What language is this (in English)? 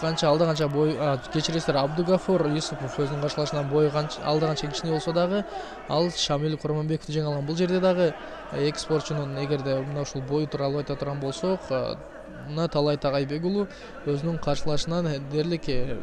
Kyrgyz